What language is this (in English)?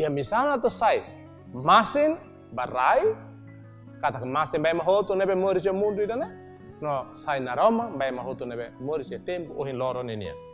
Tetum